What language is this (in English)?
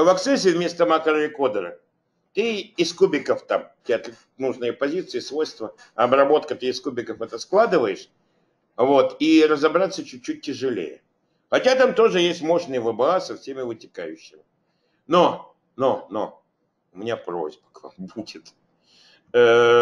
Russian